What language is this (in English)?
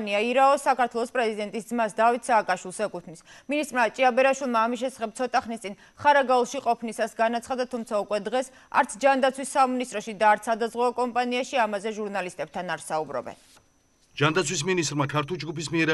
Georgian